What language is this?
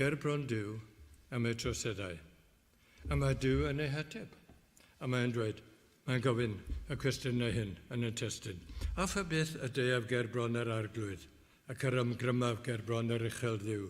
Welsh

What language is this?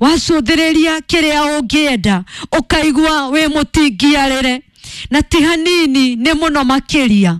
Kikuyu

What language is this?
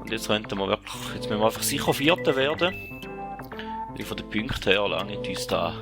Swiss German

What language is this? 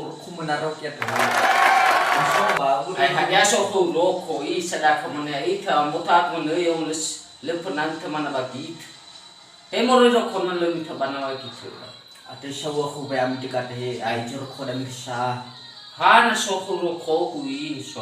Nias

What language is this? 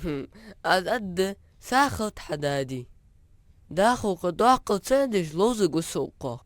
Ingush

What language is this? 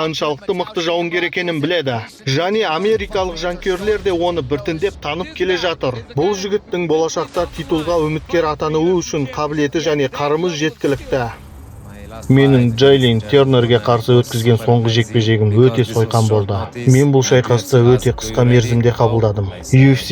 Kazakh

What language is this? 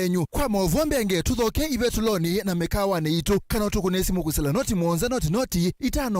Kamba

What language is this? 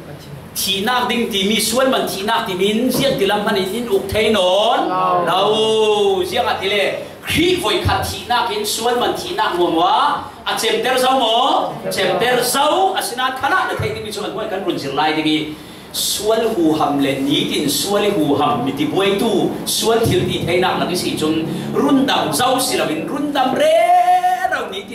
Falam Chin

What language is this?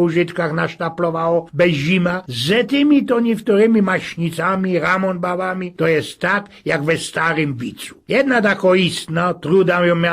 Silesian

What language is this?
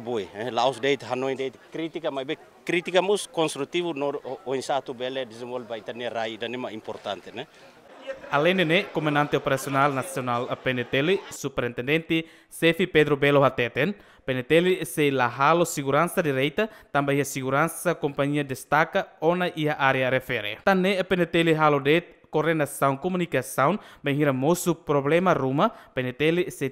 Tetum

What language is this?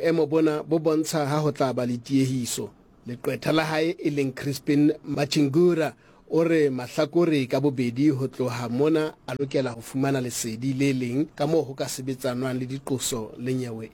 Southern Sotho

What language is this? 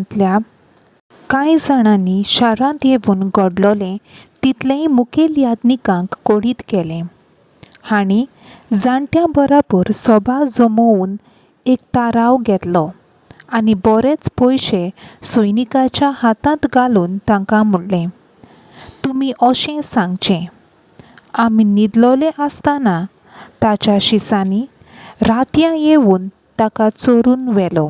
Konkani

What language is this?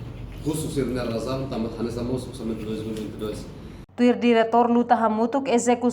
Tetum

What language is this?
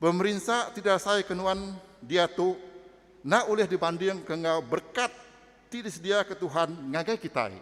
Iban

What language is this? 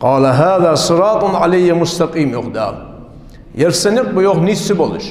Ingush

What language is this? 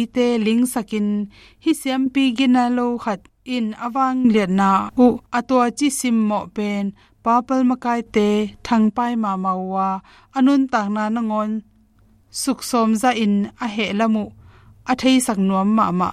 Tedim Chin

